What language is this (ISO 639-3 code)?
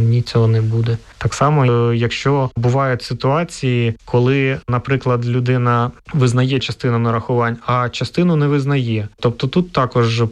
ukr